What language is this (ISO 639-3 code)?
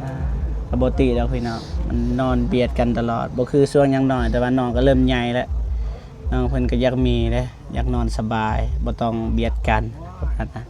lao